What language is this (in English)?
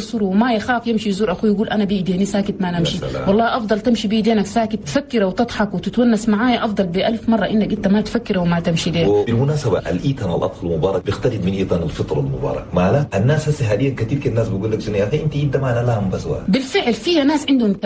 Chadian Arabic